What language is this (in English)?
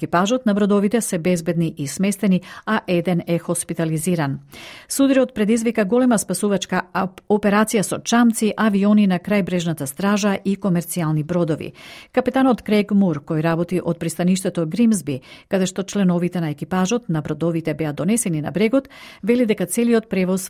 Macedonian